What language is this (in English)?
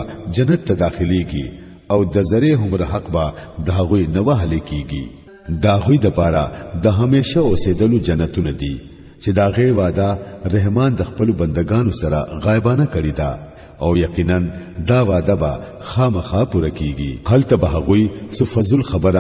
Pashto